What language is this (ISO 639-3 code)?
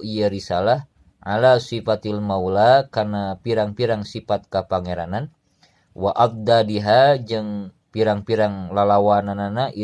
sun